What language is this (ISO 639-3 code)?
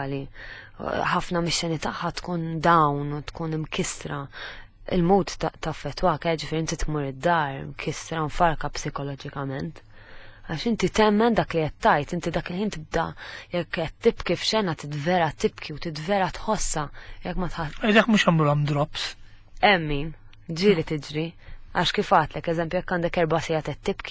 mlt